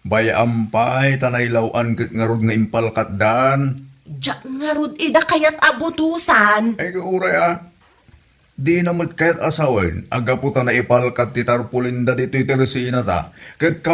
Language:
Iloko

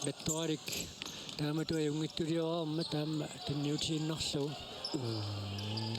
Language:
Kalaallisut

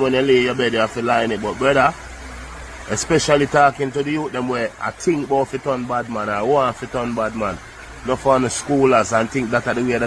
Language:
Jamaican Creole English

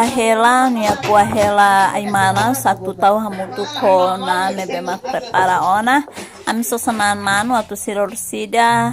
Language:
Tetum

